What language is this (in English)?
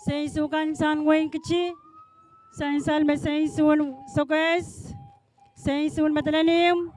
Pohnpeian